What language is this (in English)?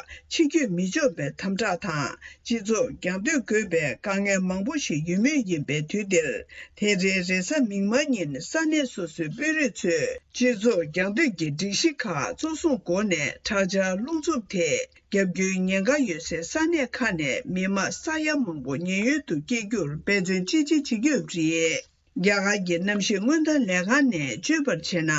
Tibetan